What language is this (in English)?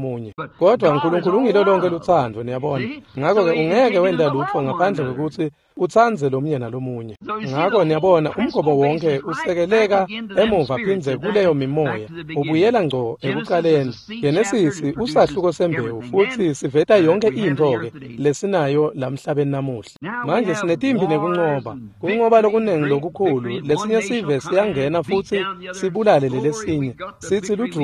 Swati